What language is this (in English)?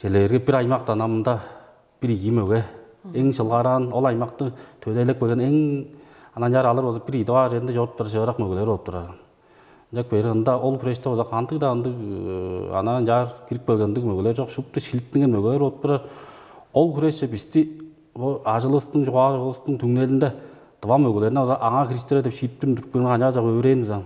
Tuvinian